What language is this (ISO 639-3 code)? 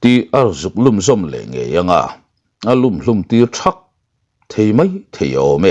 lus